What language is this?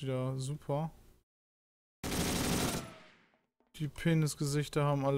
German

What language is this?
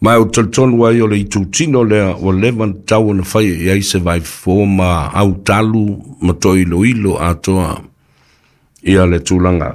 Samoan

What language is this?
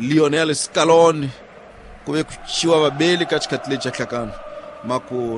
Tsonga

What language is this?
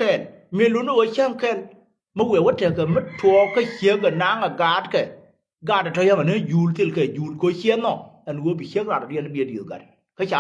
Nuer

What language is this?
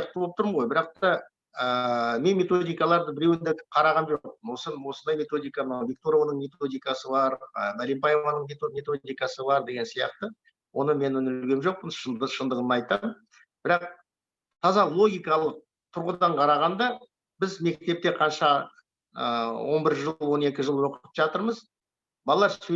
Kazakh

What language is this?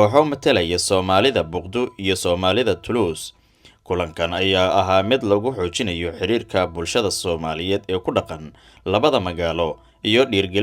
Somali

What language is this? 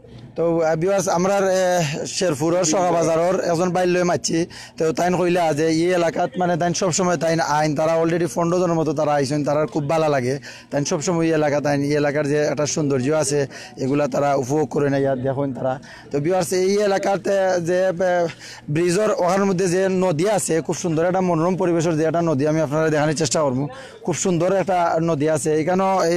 Sylheti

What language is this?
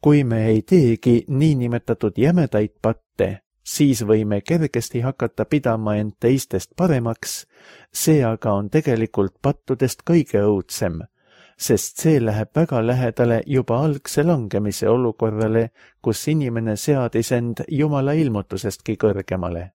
Estonian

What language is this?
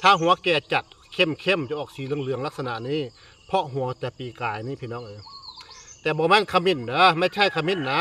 Northeastern Thai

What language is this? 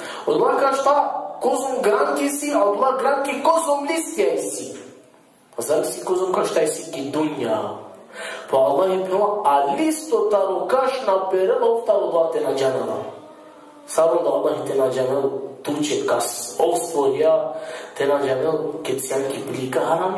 Balkan Romani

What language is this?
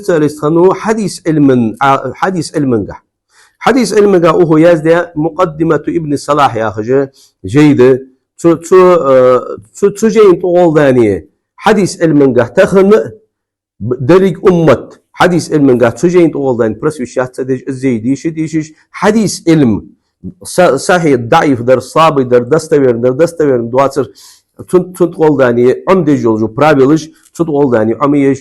Ingush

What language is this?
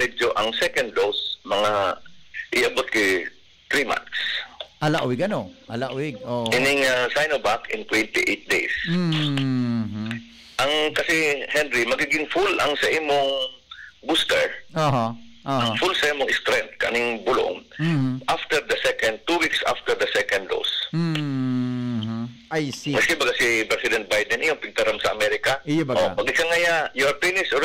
Bikol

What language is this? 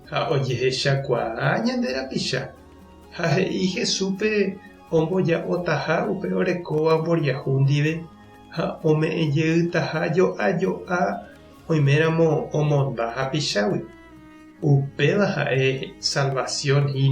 Guarani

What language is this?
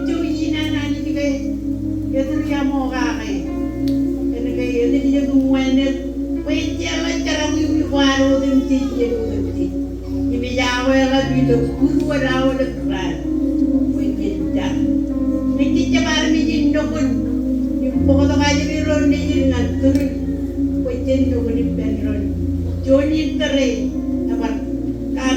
Marshallese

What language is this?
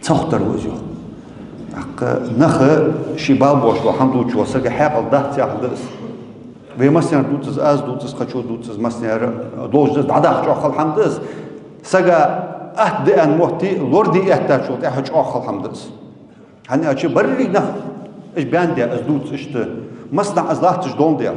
Ingush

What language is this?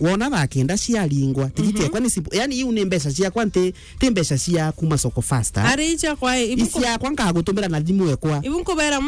Meru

